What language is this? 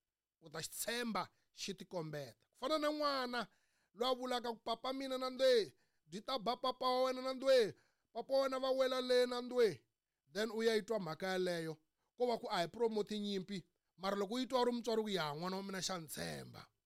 Tsonga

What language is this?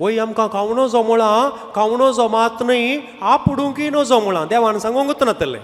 Konkani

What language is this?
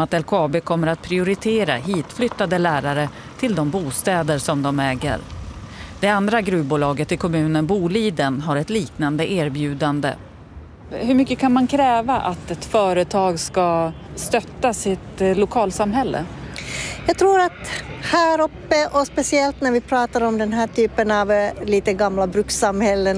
Swedish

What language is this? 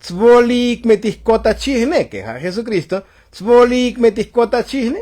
Tzotzil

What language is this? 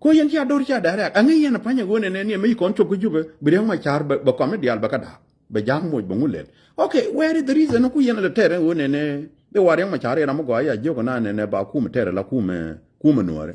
Nuer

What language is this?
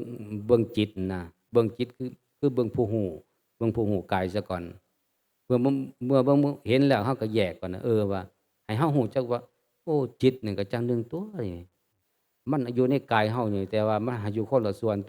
Northeastern Thai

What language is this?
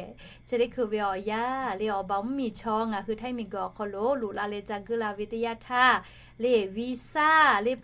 Lahu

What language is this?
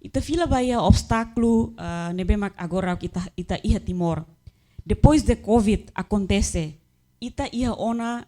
Tetum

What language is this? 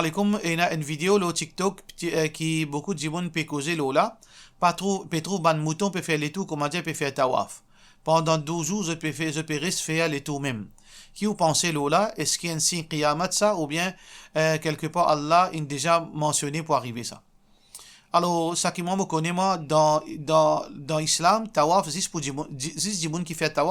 Morisyen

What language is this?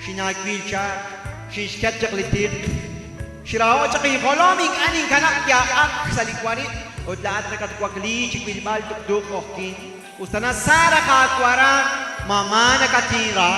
Kekchí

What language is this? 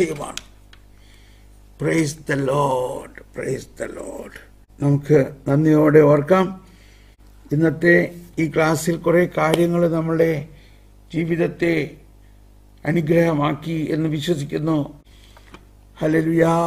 Malayalam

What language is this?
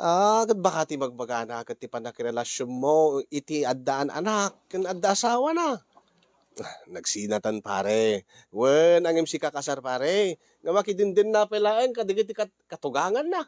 Iloko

